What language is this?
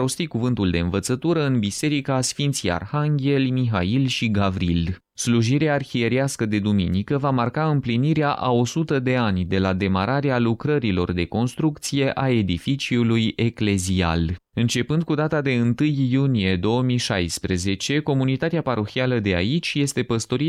Romanian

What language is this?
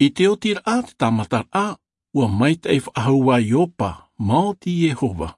Tahitian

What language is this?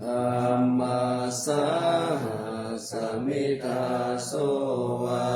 Pali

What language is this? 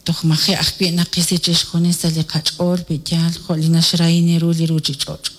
Kekchí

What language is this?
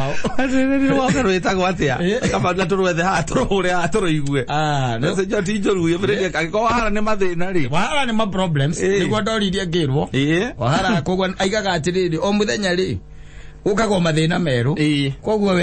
Kikuyu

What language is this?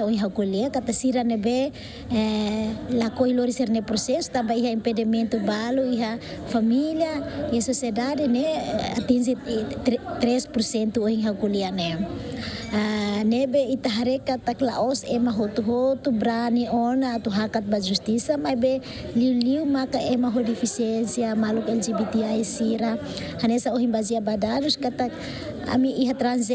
Tetum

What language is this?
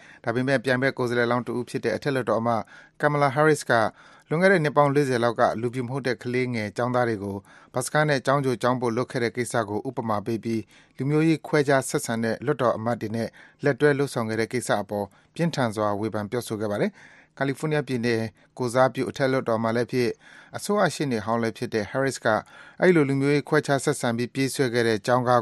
Burmese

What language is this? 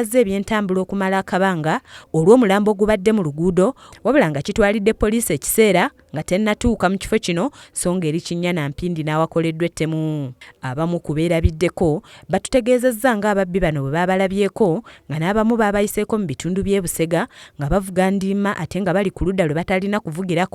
Ganda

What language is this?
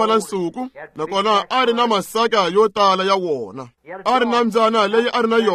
Tsonga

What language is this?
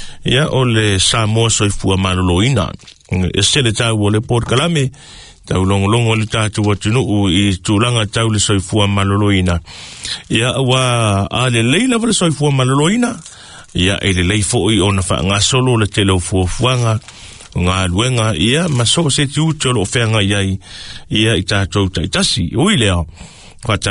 Samoan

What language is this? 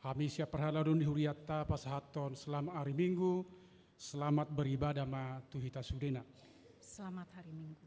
Batak Toba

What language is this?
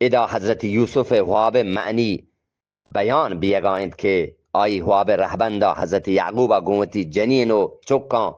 Eastern Balochi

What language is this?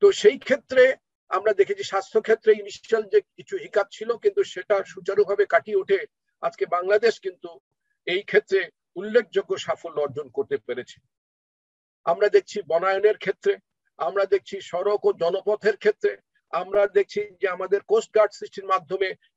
Bangla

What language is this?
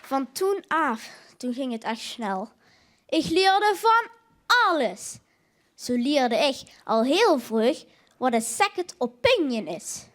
Limburgish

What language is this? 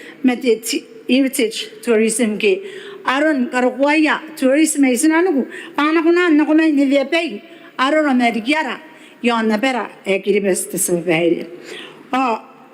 Gilbertese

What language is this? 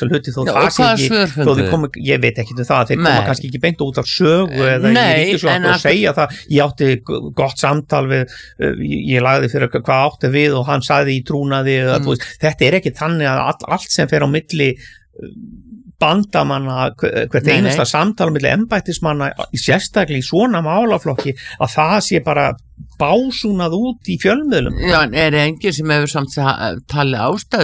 Icelandic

